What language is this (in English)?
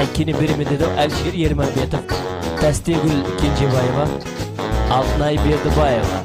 Kara-Kalpak